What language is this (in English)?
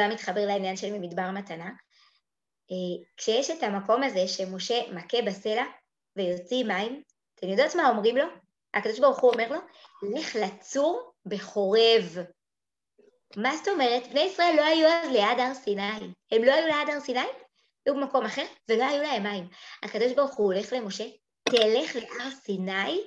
Hebrew